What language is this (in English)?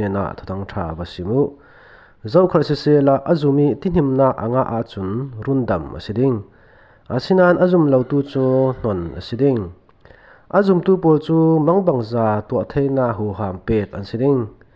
Falam Chin